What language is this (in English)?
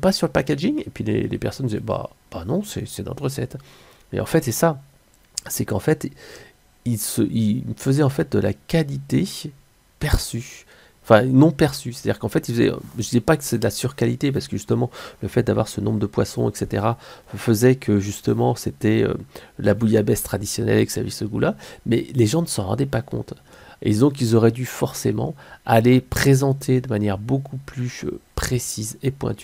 French